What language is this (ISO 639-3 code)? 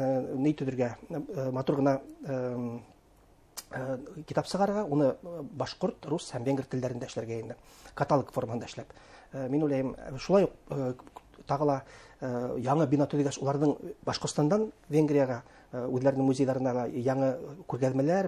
bak